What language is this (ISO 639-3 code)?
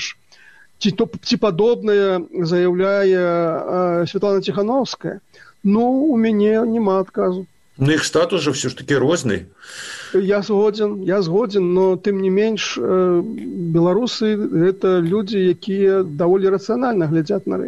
bel